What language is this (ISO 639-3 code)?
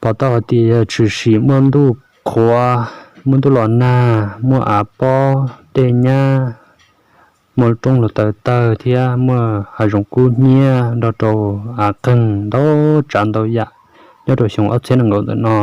hmn